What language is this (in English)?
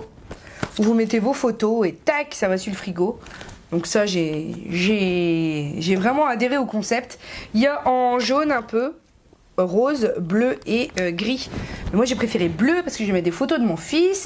French